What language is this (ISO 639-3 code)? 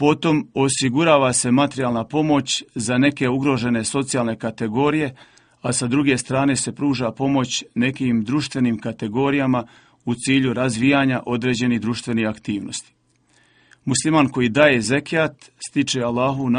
bos